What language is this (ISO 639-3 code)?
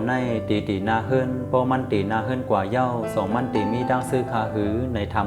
shn